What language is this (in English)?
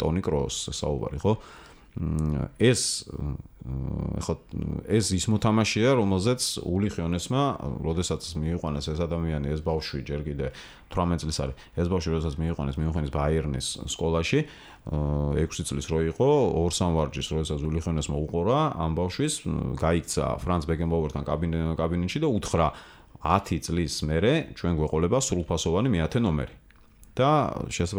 Georgian